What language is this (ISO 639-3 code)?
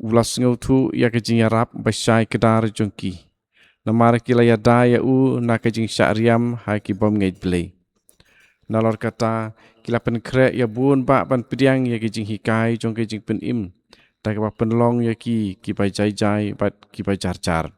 kha